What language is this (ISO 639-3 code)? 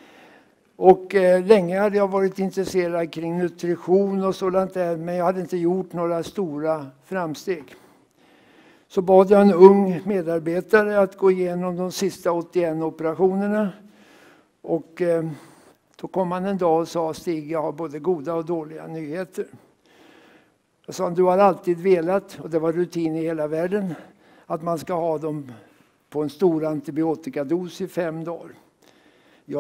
swe